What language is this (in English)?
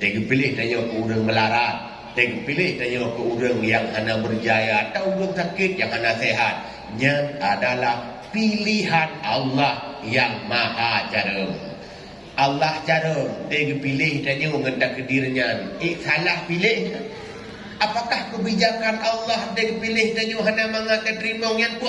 Achinese